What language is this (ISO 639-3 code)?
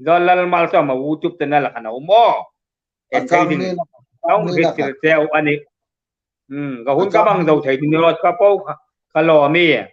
hmr